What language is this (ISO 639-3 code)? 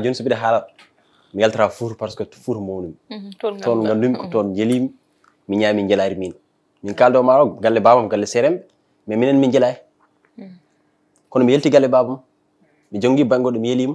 ful